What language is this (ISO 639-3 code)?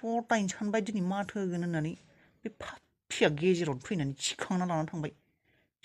brx